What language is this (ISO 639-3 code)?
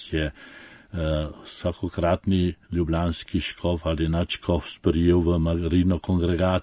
slv